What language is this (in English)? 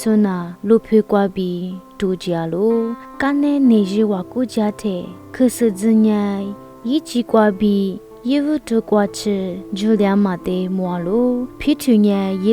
Lisu